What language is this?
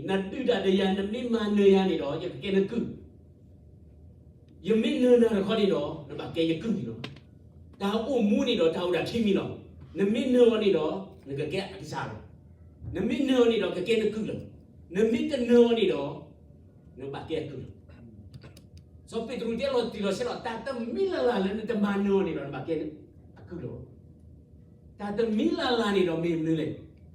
S'gaw Karen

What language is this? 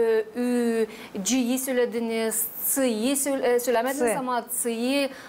Gagauz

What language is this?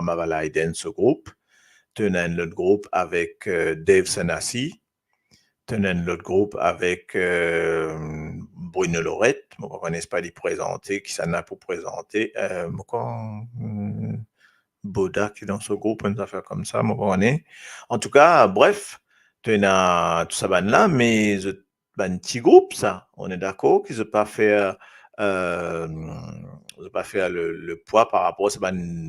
Morisyen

